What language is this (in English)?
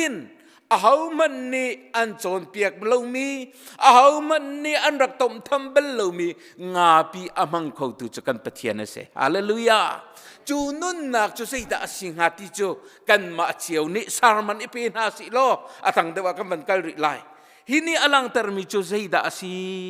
Hakha Chin